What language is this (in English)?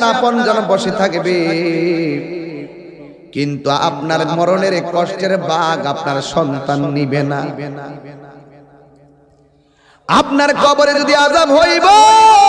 Bangla